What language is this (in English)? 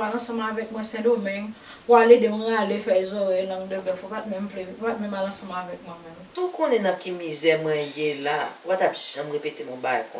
Haitian Creole